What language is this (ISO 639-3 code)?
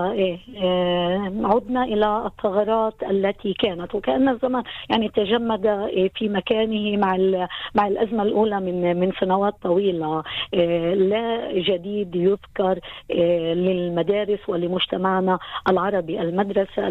ara